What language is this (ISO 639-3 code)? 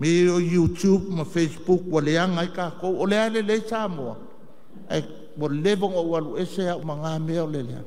smo